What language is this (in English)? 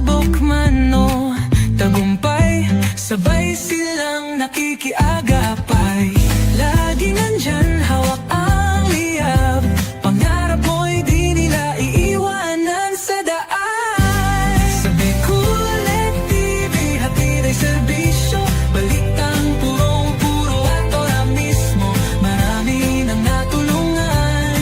Bikol